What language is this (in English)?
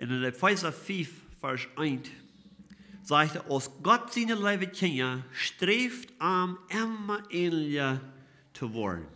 Plautdietsch